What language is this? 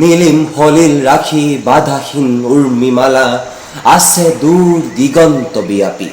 Assamese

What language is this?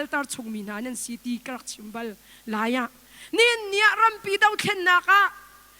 Hakha Chin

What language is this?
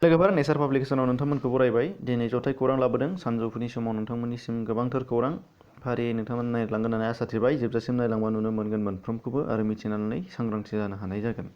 Bodo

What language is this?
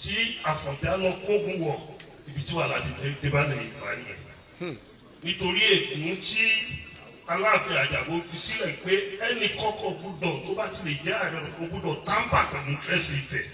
Yoruba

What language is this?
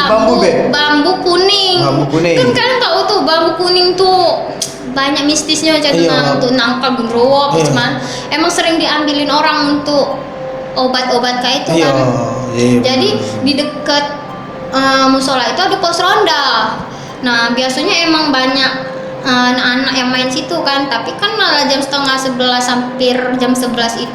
Musi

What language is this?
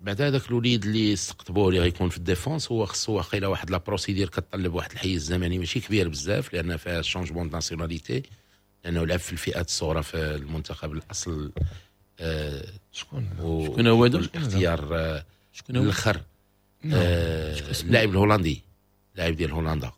Moroccan Arabic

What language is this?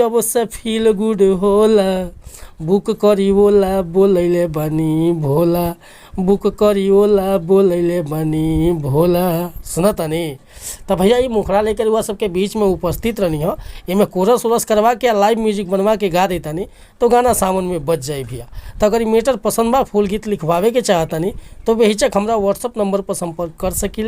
Bhojpuri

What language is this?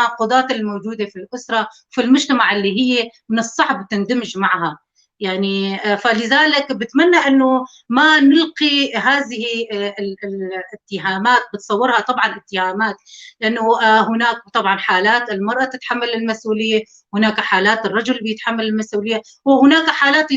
North Levantine Arabic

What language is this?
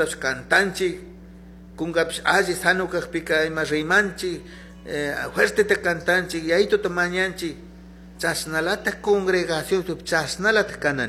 Chimborazo Highland Quichua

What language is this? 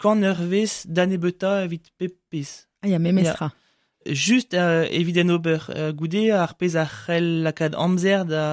Breton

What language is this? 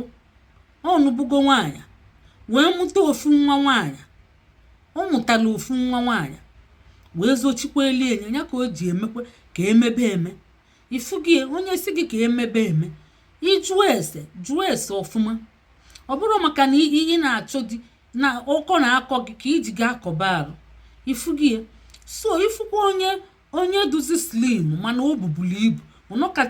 Igbo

